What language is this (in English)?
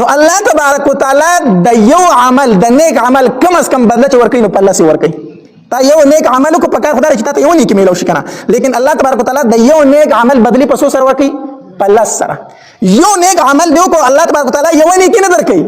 Pashto